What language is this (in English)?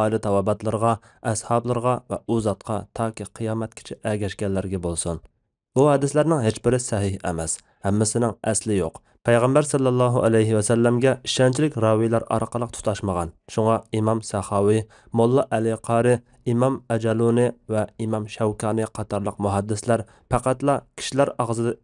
Uyghur